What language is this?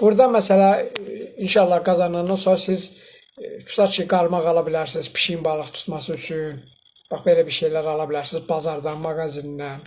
Azerbaijani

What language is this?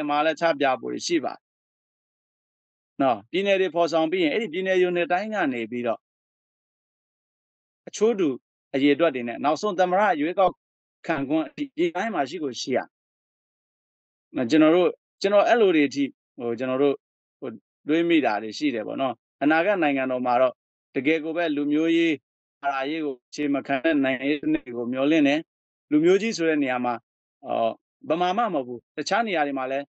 Burmese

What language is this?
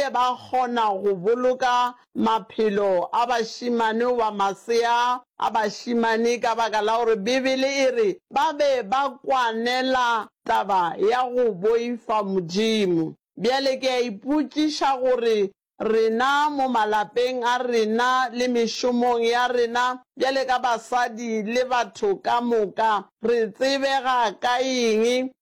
Northern Sotho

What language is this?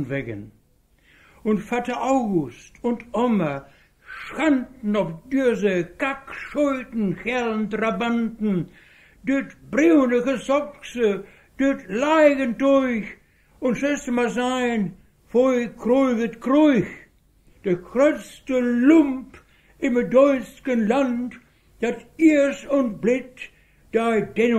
Westphalien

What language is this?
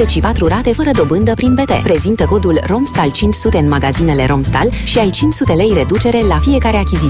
Romanian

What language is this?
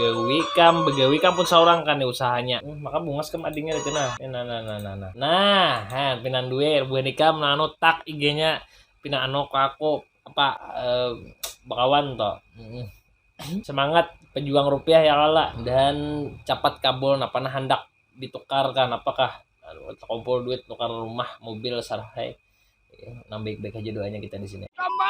Banjar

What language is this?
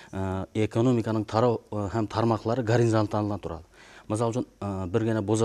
Kara-Kalpak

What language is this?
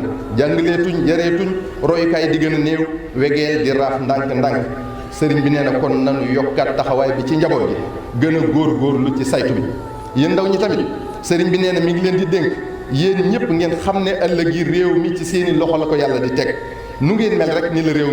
Wolof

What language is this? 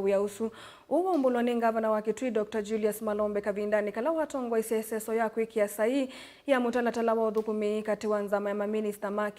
Kamba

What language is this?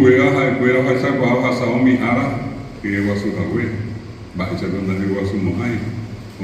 Guarani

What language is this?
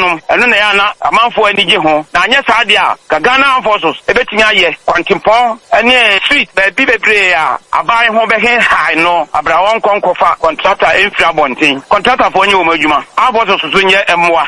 Akan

